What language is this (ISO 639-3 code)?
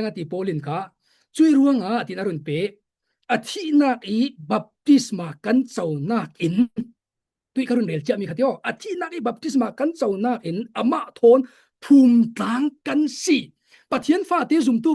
cfm